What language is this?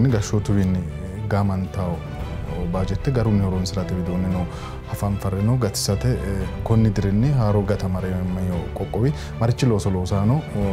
Sidamo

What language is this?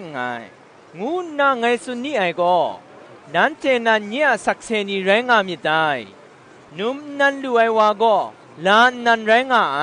Kachin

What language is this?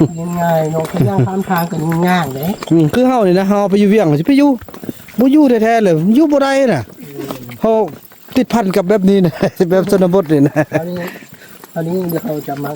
Northeastern Thai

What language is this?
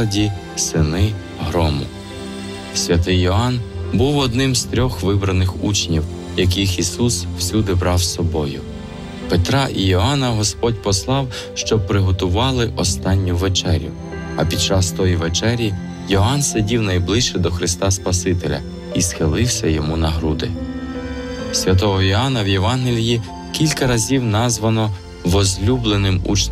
Ukrainian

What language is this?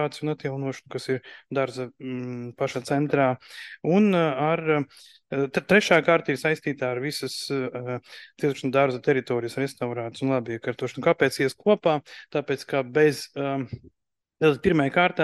Latvian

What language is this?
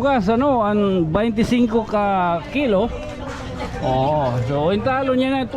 Waray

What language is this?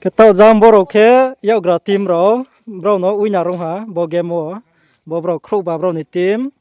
Riang (India)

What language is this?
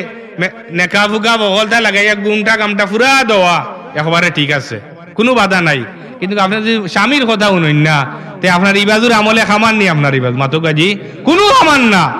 Sylheti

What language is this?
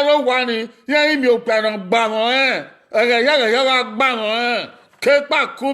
Bini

